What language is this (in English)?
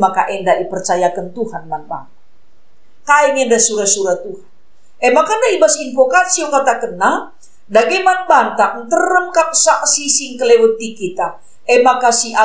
Batak Karo